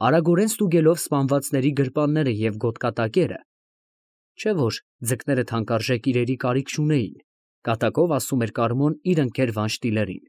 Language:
Armenian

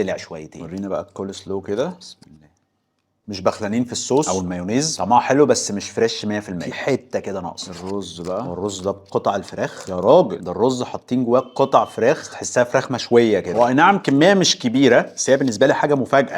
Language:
Egyptian Arabic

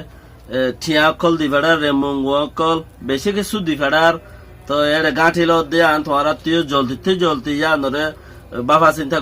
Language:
Rohingya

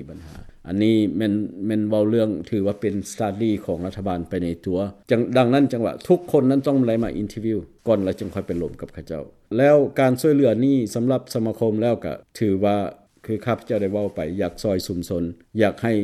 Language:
Lao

